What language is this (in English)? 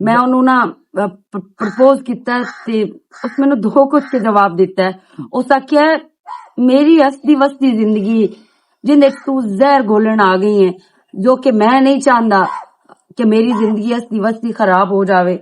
Western Panjabi